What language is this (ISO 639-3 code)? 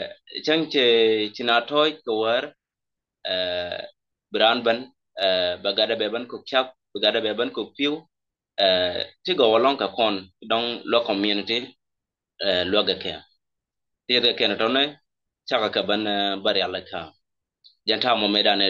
nus